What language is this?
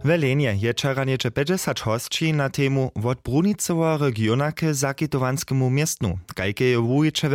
Upper Sorbian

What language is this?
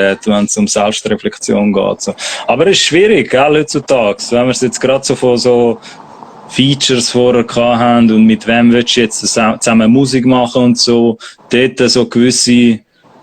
Swiss German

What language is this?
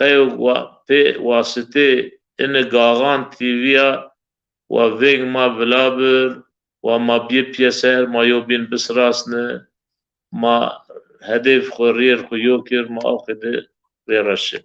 Zaza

